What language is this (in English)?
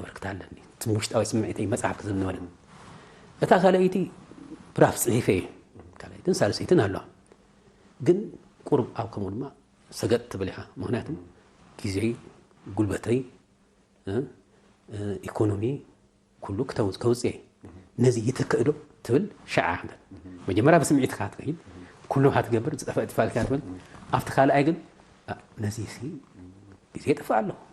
Tigrinya